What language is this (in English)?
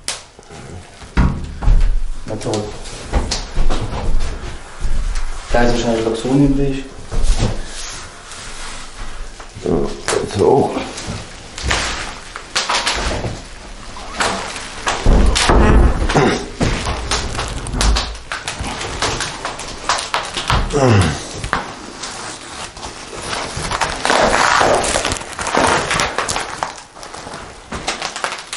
German